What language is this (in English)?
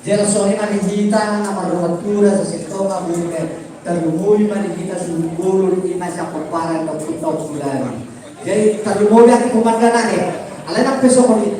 Batak Toba